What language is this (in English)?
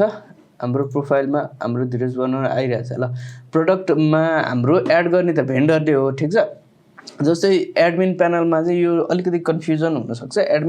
Nepali